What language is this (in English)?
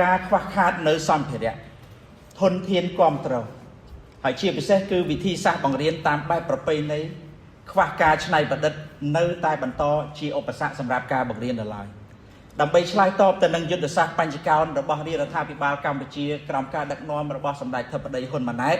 Khmer